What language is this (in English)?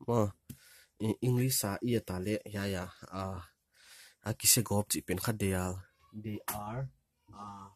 Paite Chin